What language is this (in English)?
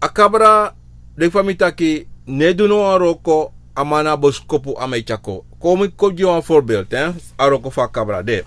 Sranan Tongo